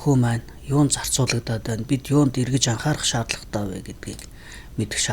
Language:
Mongolian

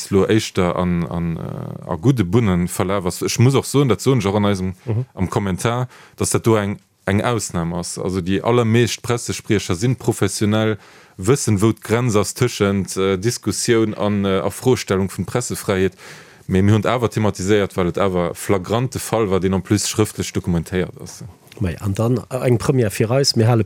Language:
Luxembourgish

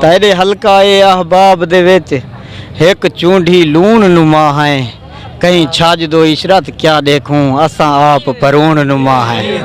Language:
Saraiki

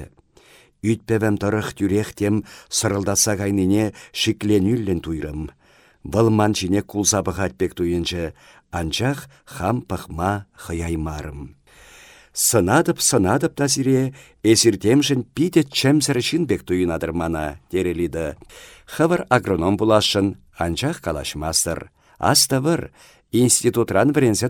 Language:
Chuvash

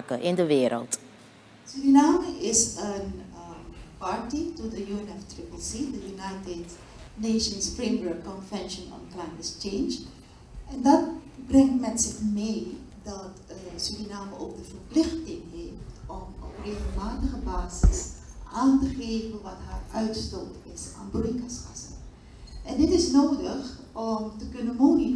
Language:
Dutch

